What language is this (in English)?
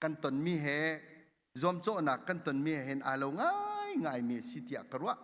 Hakha Chin